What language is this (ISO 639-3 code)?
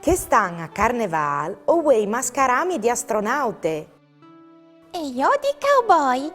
fur